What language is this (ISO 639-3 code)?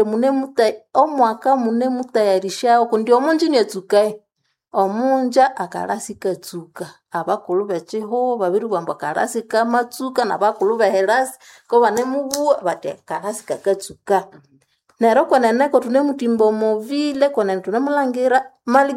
nnb